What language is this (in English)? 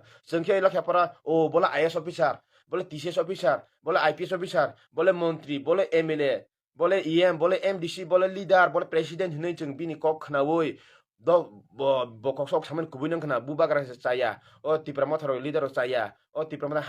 Kok Borok